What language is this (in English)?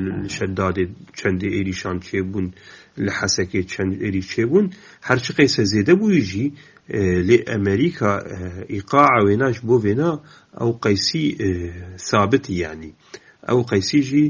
Kurdish